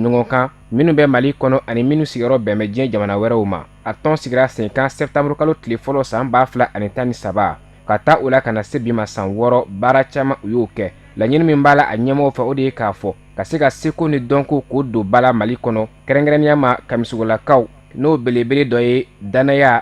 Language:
Bambara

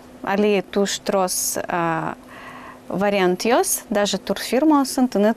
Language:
Udmurt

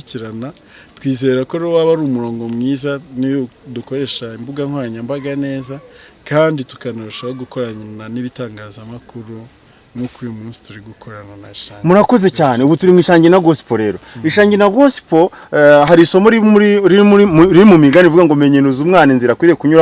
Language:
Kinyarwanda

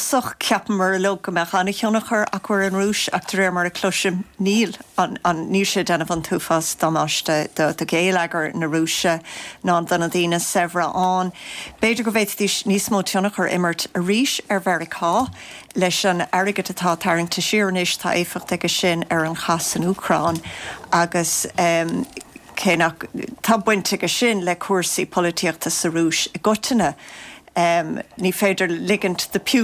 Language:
Irish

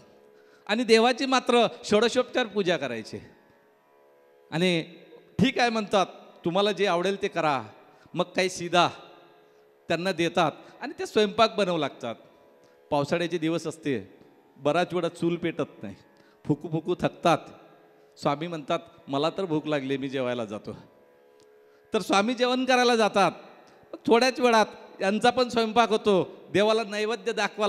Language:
Marathi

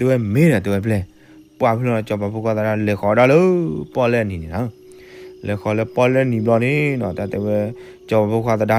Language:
S'gaw Karen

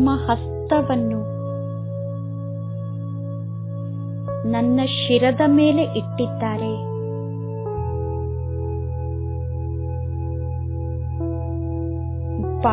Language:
Kannada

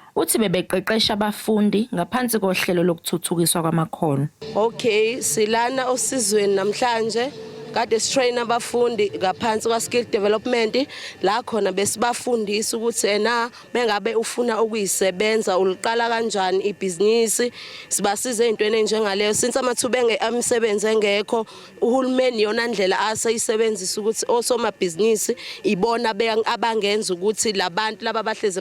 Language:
Zulu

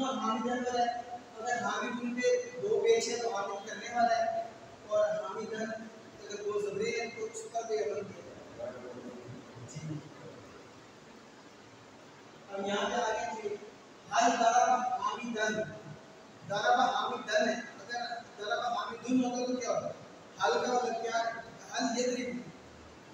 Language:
Urdu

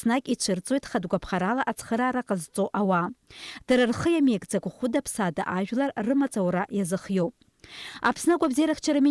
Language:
Abkhazian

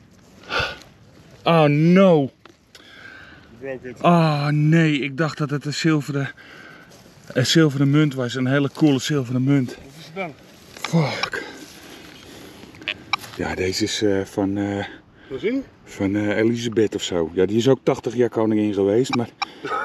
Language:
Dutch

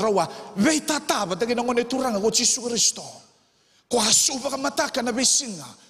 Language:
Fijian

